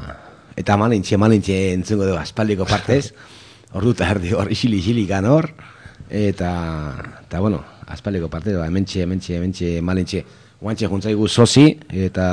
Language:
Basque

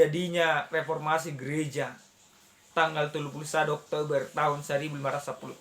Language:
Batak Toba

